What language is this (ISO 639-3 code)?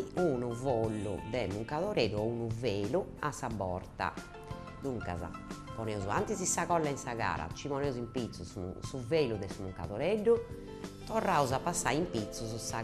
srd